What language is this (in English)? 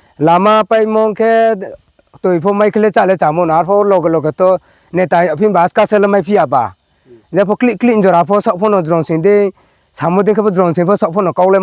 Riang (India)